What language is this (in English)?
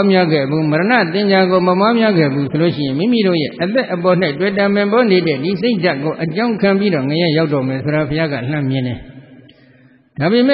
Burmese